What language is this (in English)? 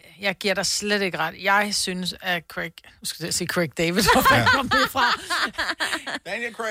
Danish